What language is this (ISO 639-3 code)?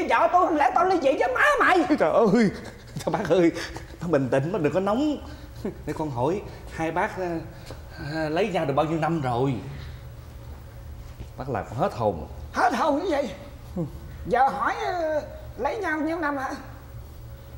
vie